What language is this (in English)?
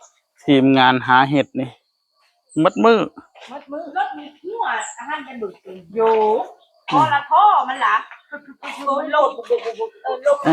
Northeastern Thai